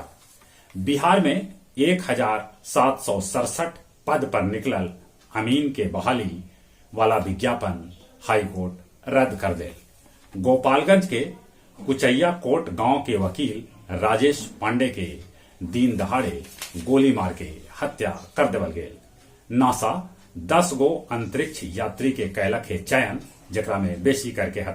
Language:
Magahi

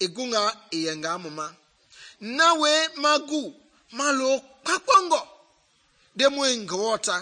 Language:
Mende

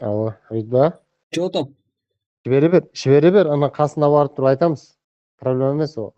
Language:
Kara-Kalpak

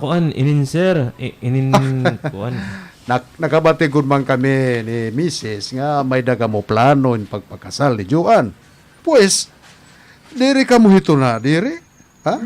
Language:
Waray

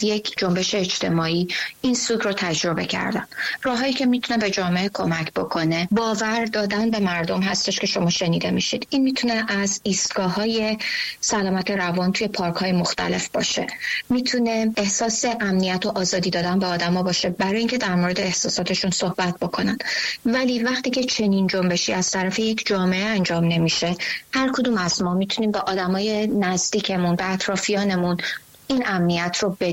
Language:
Persian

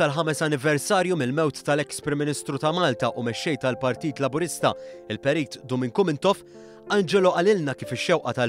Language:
Maltese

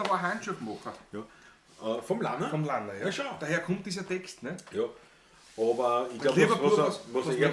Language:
Bavarian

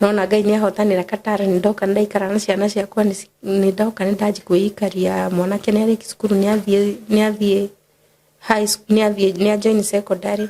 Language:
Kikuyu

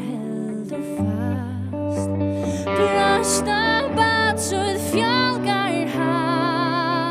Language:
Faroese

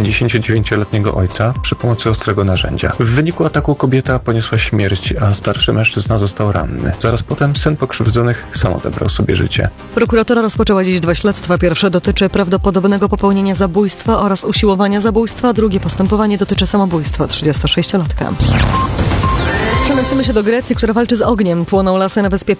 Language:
Polish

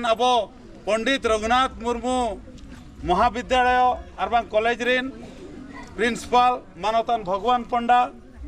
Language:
Santali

